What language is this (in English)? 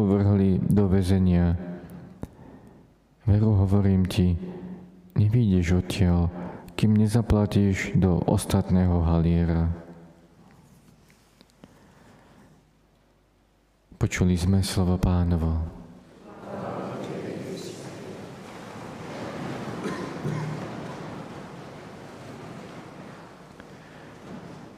Slovak